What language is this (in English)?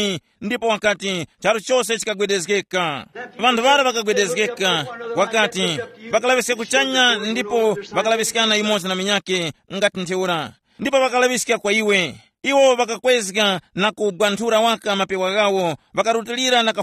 Tumbuka